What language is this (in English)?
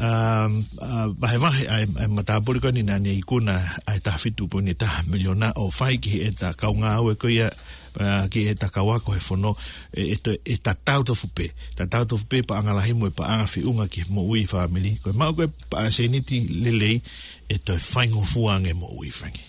Tongan